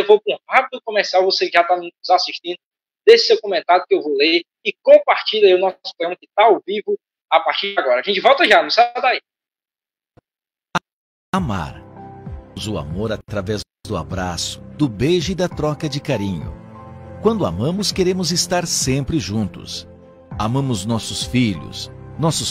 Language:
Portuguese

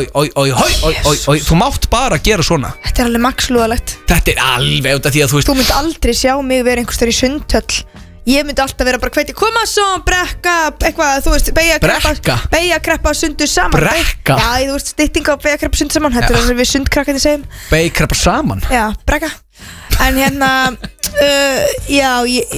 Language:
Icelandic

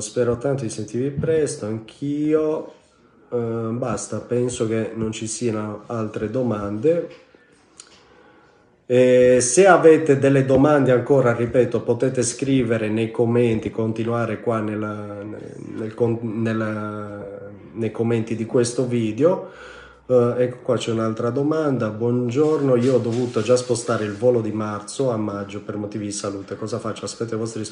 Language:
Italian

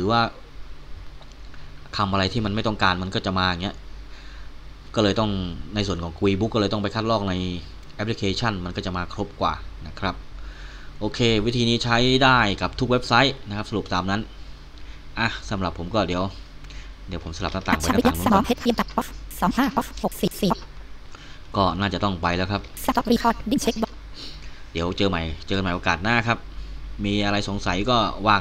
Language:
Thai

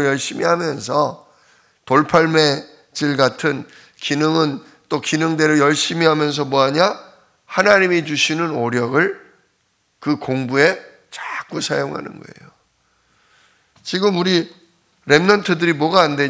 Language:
Korean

